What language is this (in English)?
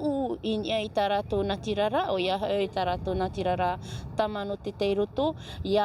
Tahitian